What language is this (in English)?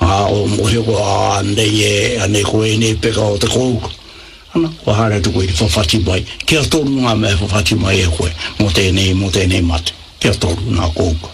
Māori